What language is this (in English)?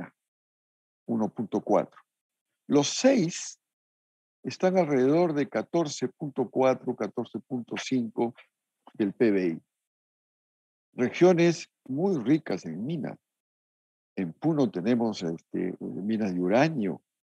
Spanish